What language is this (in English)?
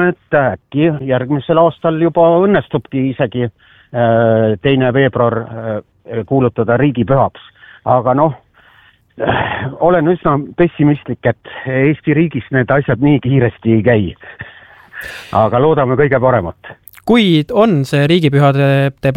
Estonian